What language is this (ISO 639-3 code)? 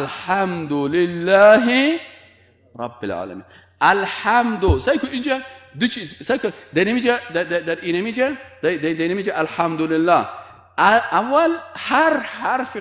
fas